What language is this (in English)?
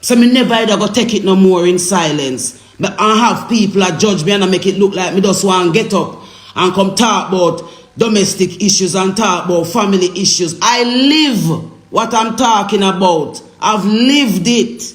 Jamaican Creole English